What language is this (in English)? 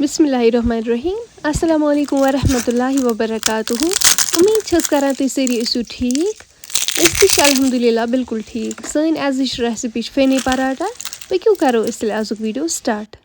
Kashmiri